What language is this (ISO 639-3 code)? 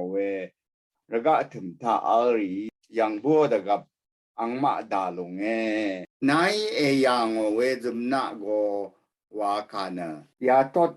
raw